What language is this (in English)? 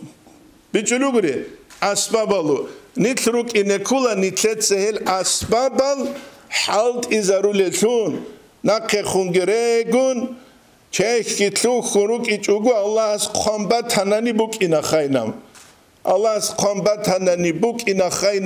Avaric